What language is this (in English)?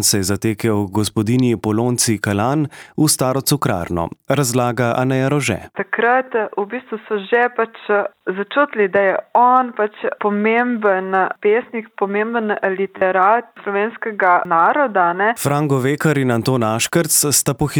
Slovenian